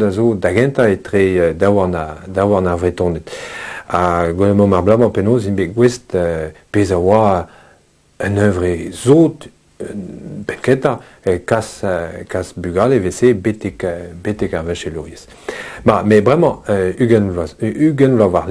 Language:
Breton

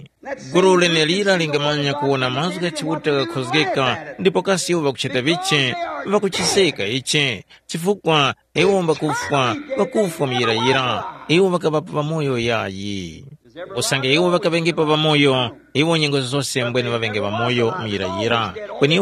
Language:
Tumbuka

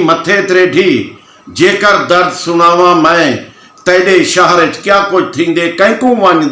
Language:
Saraiki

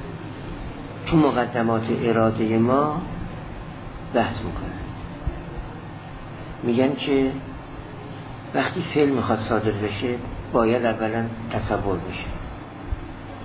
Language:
Persian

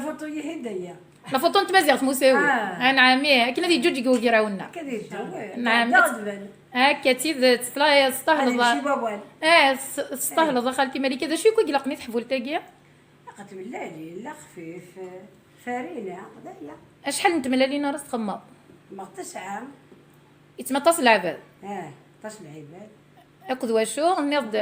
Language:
Kabyle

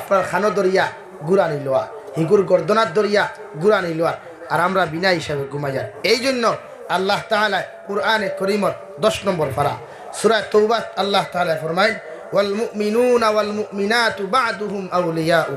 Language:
Sylheti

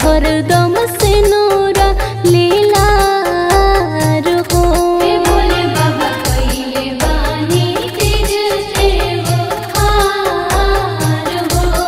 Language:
Bhojpuri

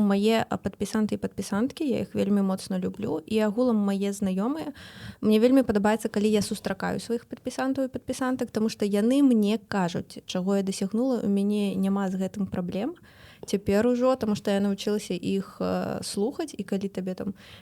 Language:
Belarusian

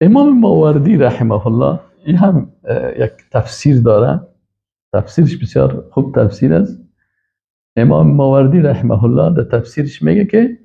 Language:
Persian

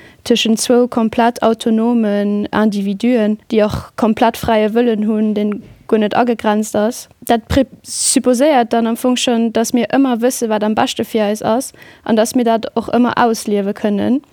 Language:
Luxembourgish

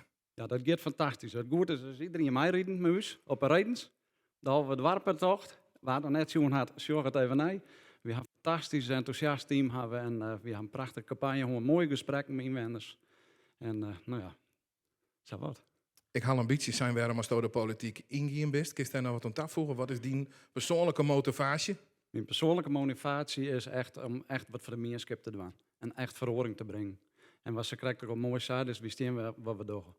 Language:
Western Frisian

